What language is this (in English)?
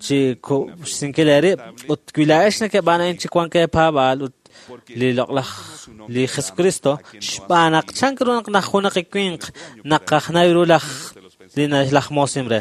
Kekchí